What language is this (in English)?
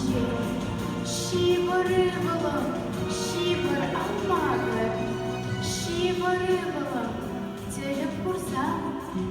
Chuvash